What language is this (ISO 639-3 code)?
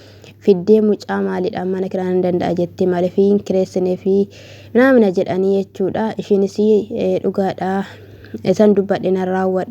orm